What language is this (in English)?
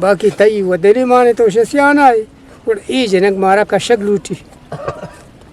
Eastern Balochi